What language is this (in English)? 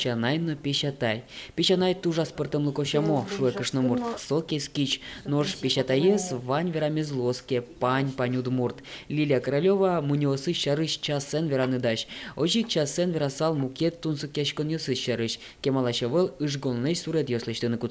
Udmurt